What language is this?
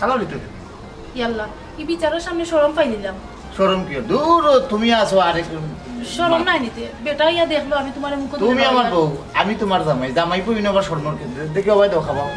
Sylheti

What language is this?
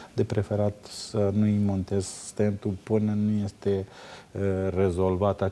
Romanian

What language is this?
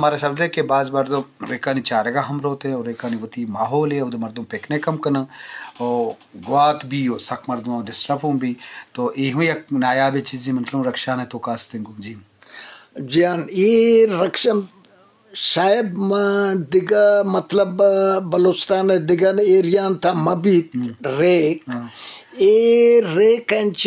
Eastern Balochi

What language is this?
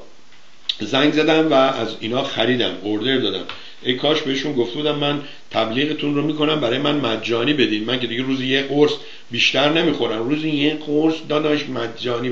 Persian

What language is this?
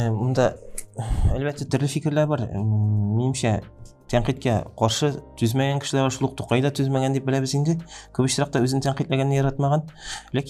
Tatar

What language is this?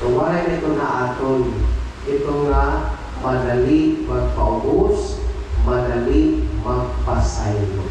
Waray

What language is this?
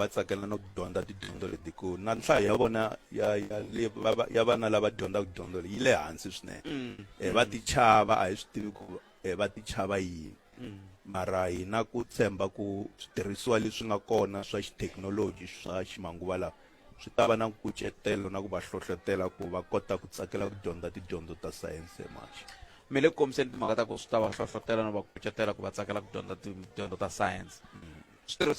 Tsonga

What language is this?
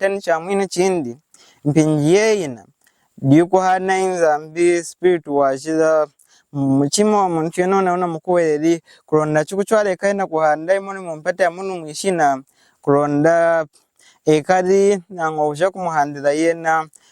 Lunda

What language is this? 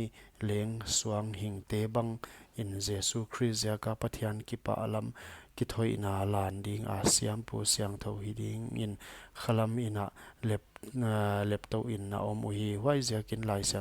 Paite Chin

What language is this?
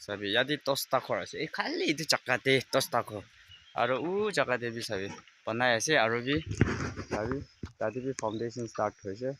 Naga Pidgin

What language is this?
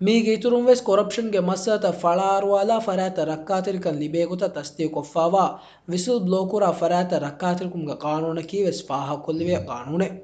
Divehi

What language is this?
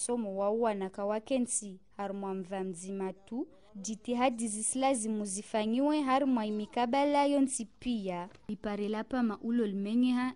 Ngazidja Comorian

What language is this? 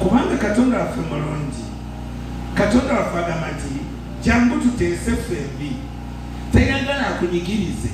Ganda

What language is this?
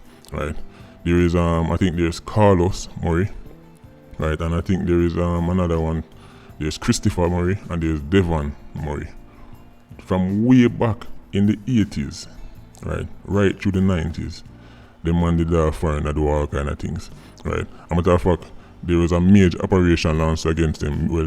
Jamaican Creole English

